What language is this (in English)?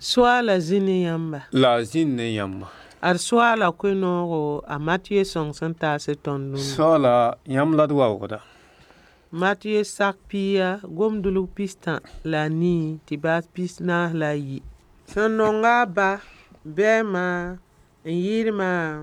Mossi